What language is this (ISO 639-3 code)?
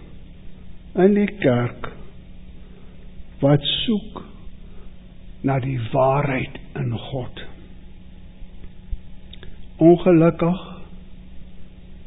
afr